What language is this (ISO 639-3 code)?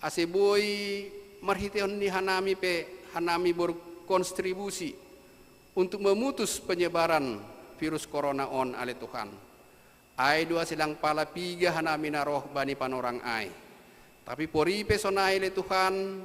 bts